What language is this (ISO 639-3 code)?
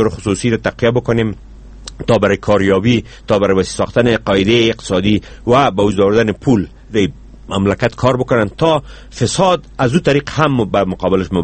fas